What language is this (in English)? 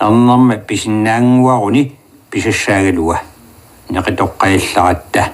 Kalaallisut